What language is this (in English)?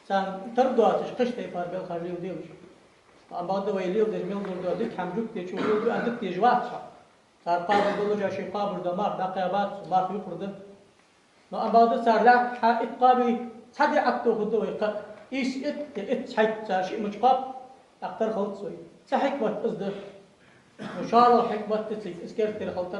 Ingush